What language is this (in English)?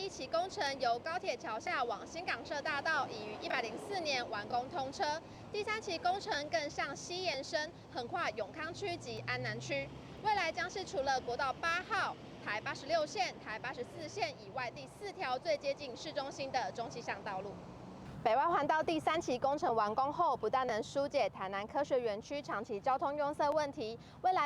Min Nan Chinese